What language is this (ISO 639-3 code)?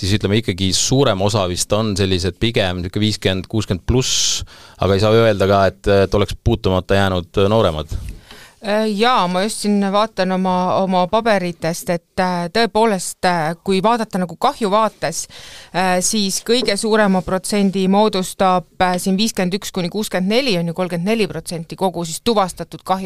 est